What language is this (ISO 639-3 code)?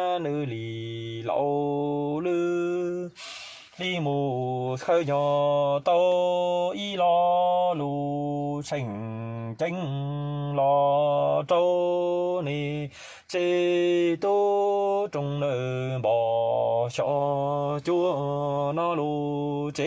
hmn